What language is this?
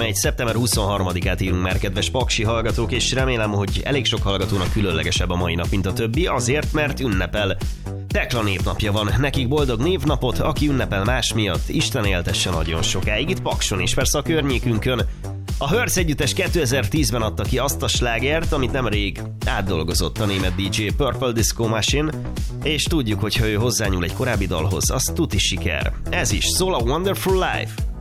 Hungarian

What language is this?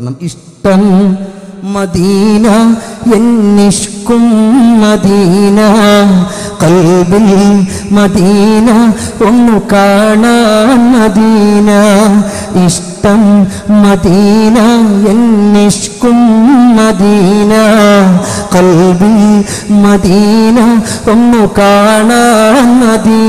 Malayalam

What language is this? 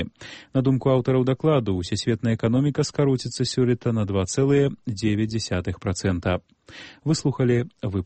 Belarusian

